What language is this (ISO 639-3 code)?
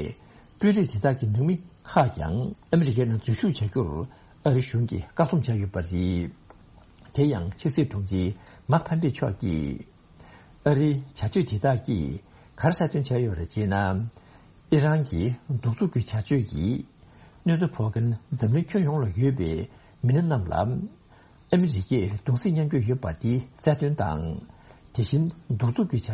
bod